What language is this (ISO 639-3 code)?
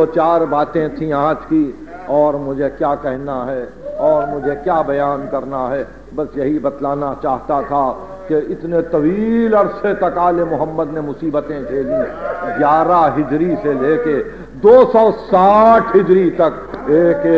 urd